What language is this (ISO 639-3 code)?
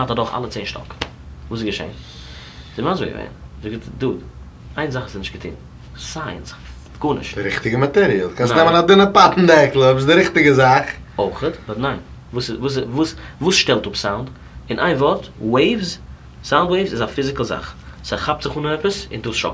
yid